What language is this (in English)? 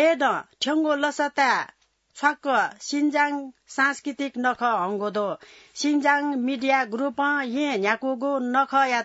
Newari